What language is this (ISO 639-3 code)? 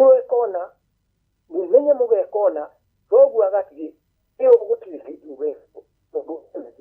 kik